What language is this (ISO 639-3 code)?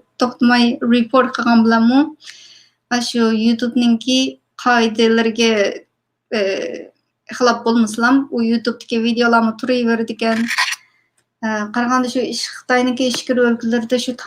uig